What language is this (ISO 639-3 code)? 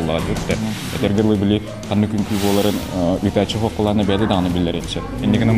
sah